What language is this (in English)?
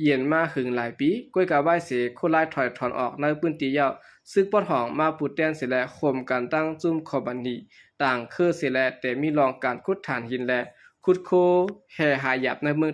Shan